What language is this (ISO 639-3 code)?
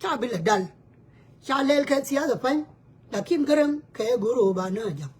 nus